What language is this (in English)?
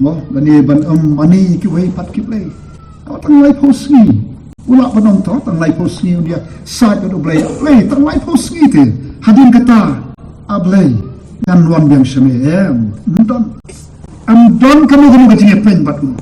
Khasi